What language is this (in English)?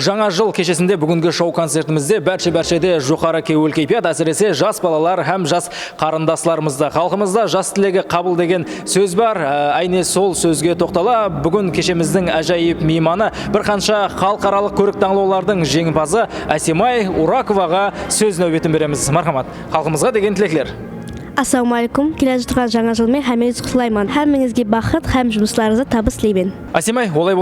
Kara-Kalpak